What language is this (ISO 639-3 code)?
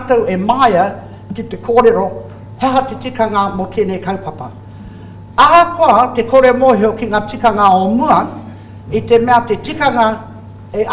mri